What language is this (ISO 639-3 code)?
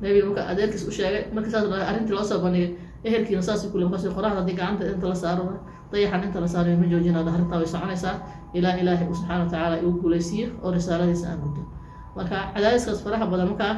som